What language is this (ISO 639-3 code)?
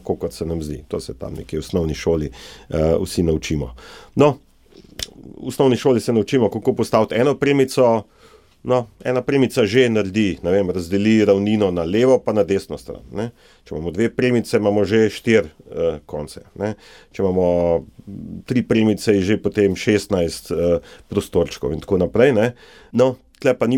slv